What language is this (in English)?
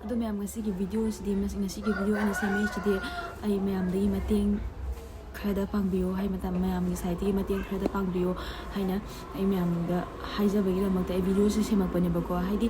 Manipuri